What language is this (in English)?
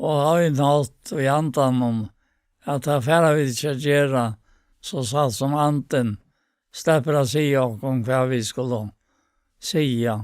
Faroese